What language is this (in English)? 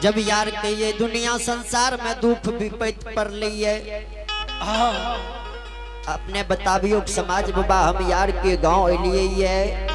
Angika